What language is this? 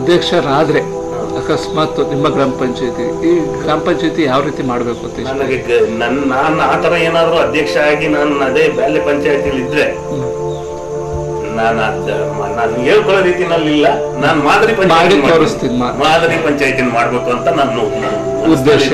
Kannada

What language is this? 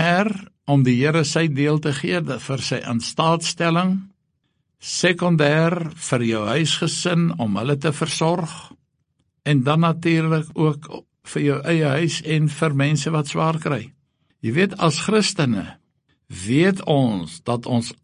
Afrikaans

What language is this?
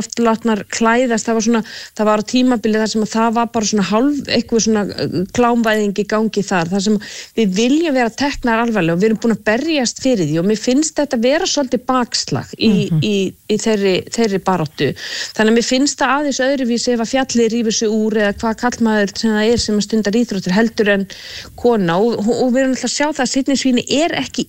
Icelandic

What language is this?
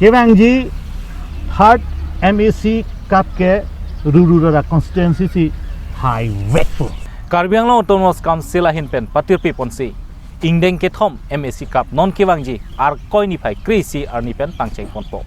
Karbi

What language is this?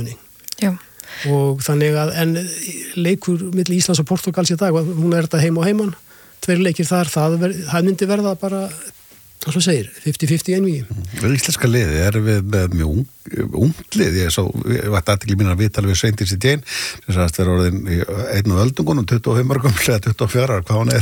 Icelandic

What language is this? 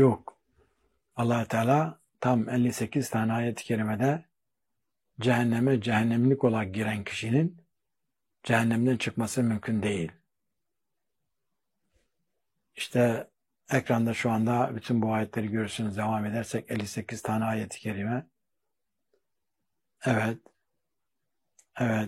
Turkish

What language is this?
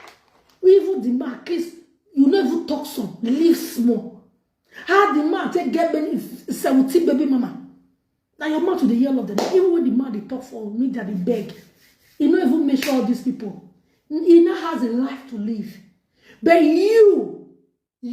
Nigerian Pidgin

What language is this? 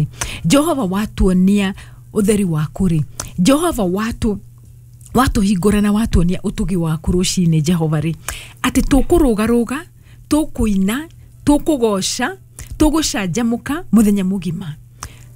Kikuyu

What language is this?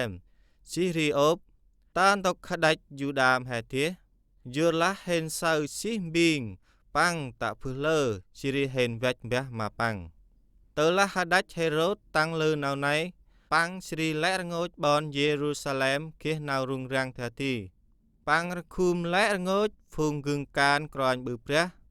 Central Mnong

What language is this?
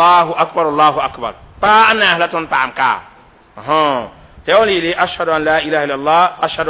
Mossi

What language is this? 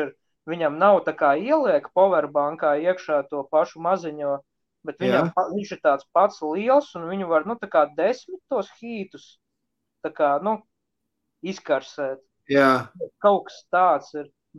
Latvian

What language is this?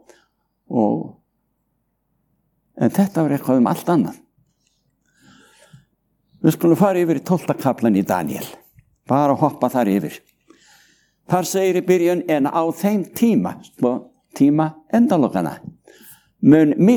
Icelandic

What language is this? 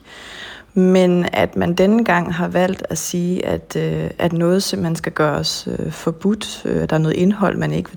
Danish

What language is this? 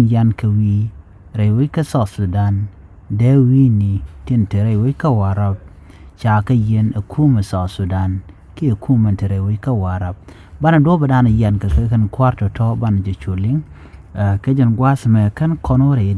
Nuer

